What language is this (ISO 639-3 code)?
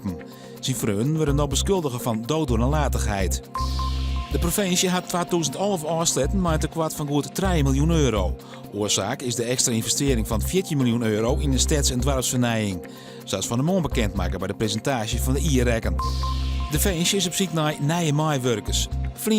fry